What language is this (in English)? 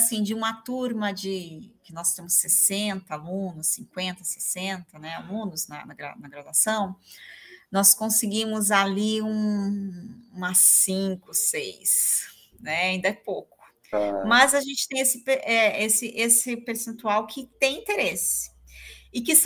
Portuguese